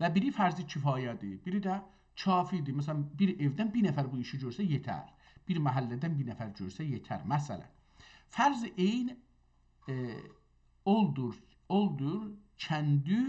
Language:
South Azerbaijani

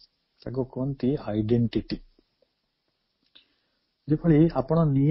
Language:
Odia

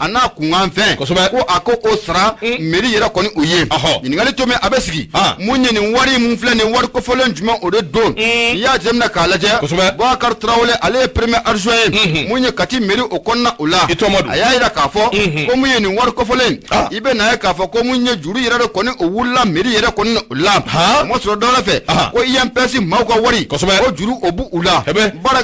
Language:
Bambara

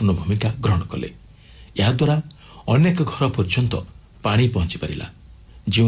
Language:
Odia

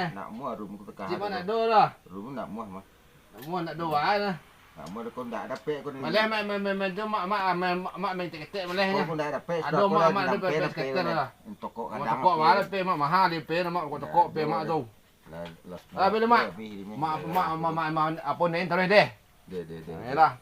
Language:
Minangkabau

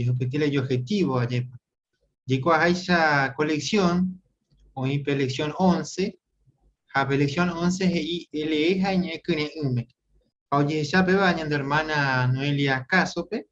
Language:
Guarani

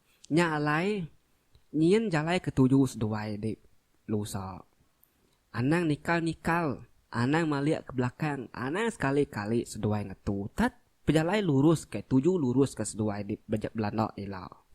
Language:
Iban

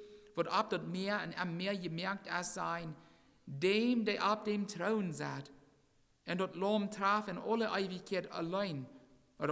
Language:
Plautdietsch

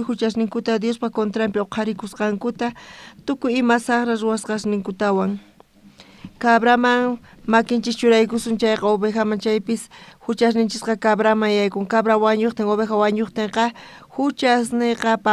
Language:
South Bolivian Quechua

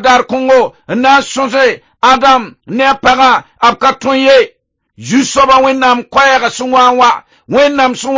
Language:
Mossi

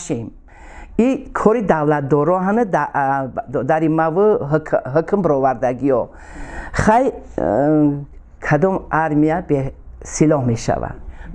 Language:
Tajik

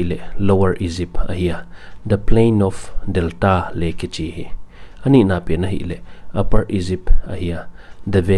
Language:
Paite Chin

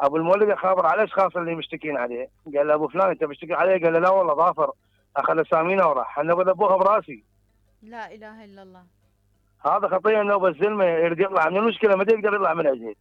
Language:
Mesopotamian Arabic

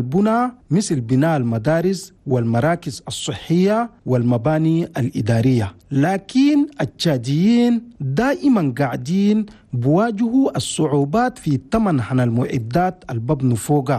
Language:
Chadian Arabic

